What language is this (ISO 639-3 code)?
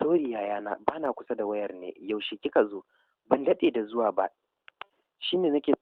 hau